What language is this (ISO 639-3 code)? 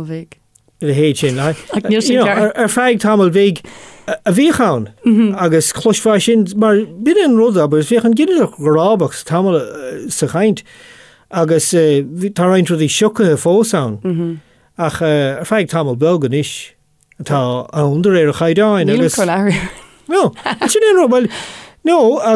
gle